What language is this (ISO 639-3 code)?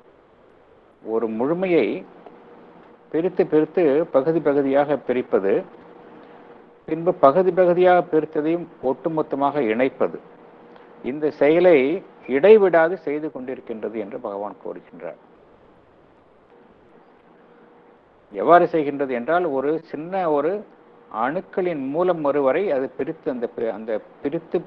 tam